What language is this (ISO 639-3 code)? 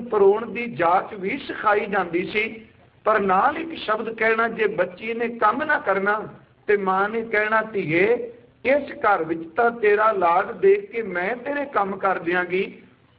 pan